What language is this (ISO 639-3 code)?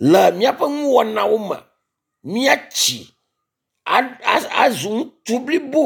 ewe